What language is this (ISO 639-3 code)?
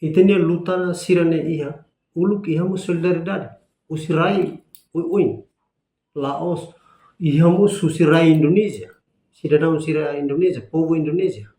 tet